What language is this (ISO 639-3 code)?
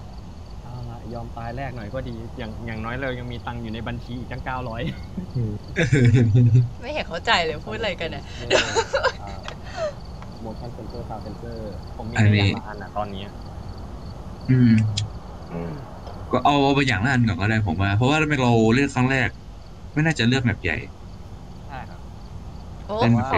tha